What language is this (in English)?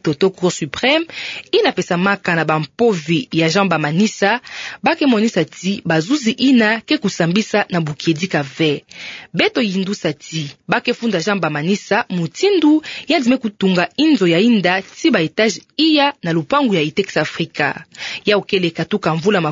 Kituba (Democratic Republic of Congo)